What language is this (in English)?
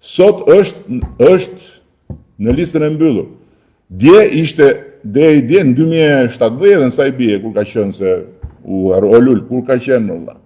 Albanian